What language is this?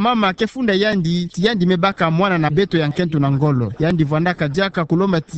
Kituba (Democratic Republic of Congo)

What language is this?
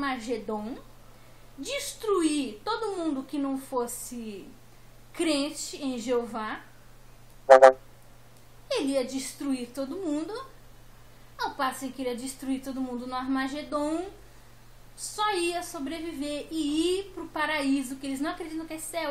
Portuguese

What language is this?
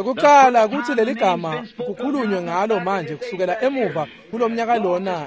Swati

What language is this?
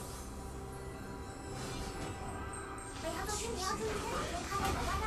Chinese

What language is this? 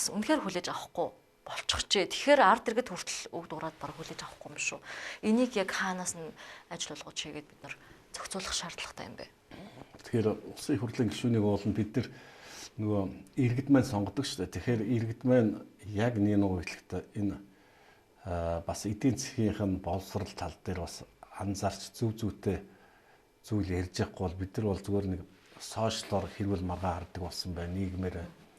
Mongolian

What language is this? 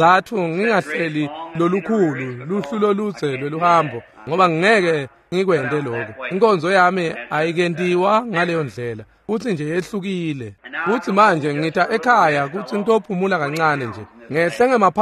Swati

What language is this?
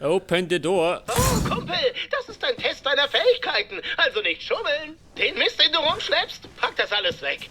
Bavarian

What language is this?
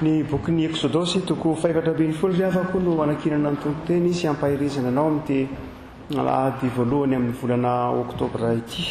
Malagasy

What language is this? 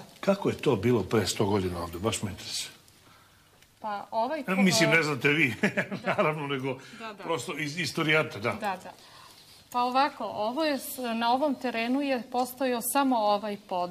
Serbian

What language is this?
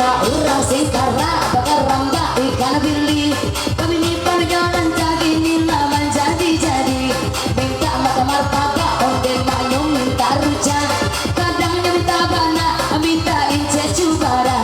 Minangkabau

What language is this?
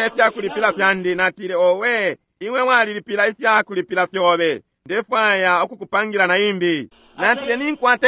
Bemba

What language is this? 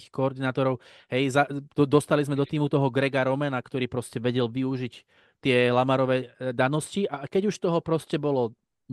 Slovak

